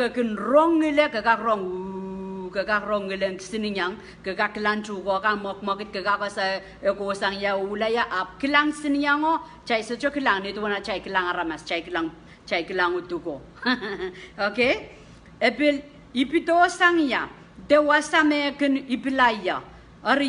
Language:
Pohnpeian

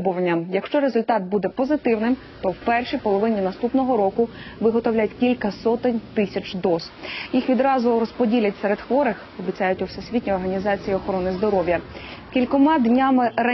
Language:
Ukrainian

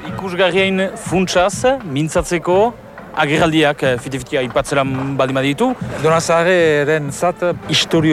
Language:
Basque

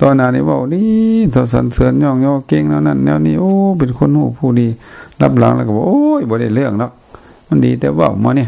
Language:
Lao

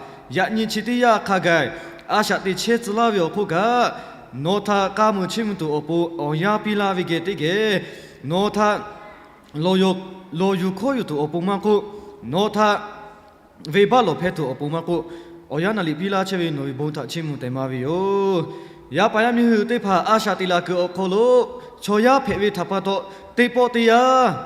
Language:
Lahu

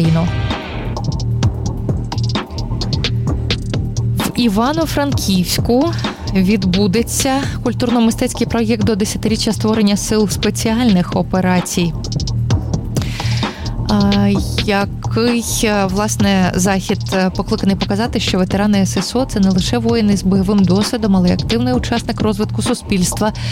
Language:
Ukrainian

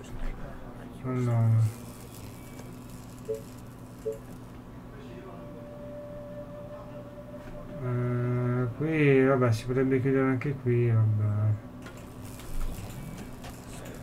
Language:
Italian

